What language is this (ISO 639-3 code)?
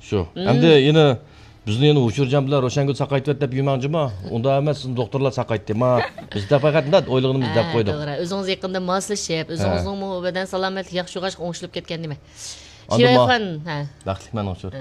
uig